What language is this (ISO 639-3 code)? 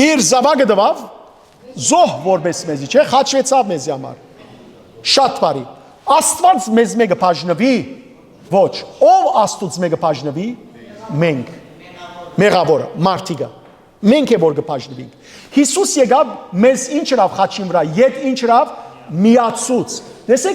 hyw